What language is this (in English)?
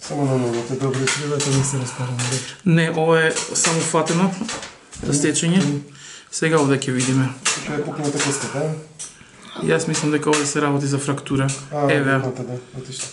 Macedonian